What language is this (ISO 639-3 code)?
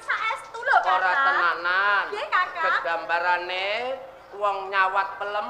jav